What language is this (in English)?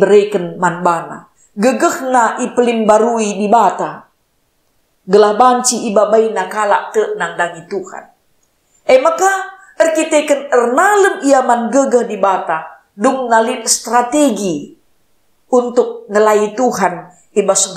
Batak Karo